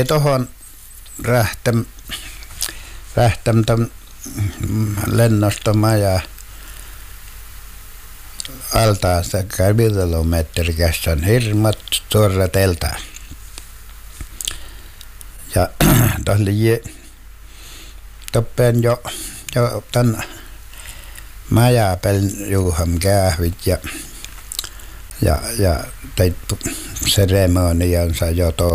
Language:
Finnish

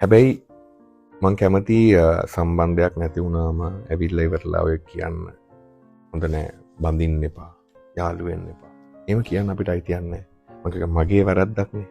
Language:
Sinhala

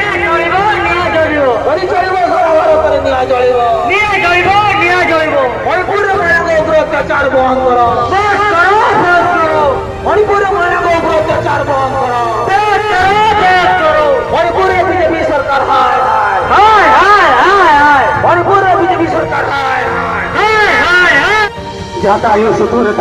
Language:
Santali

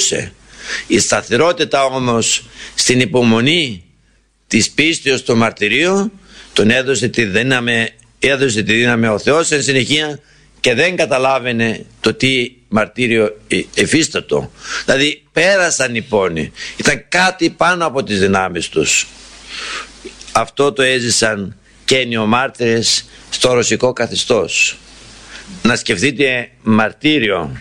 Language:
Greek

